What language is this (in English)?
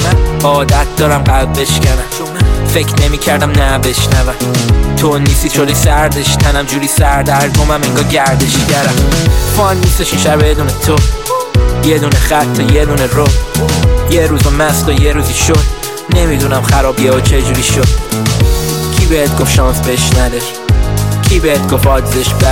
Persian